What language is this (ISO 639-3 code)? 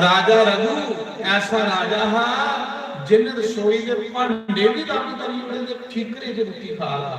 doi